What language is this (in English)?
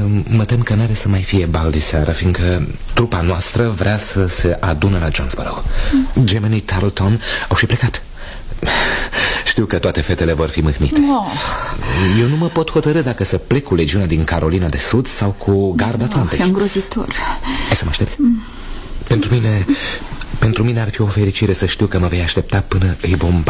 Romanian